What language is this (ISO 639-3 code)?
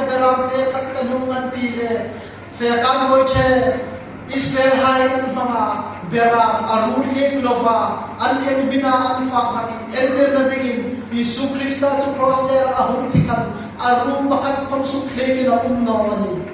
hmr